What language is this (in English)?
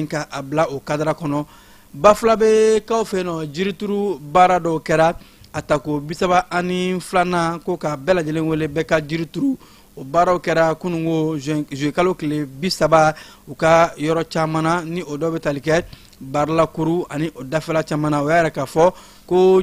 Bambara